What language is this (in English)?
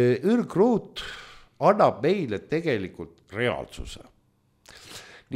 Estonian